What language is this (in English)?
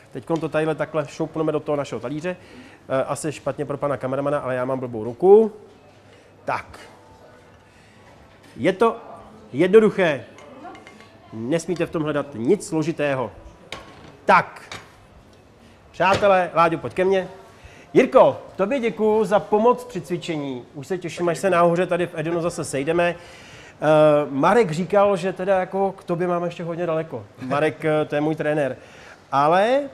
Czech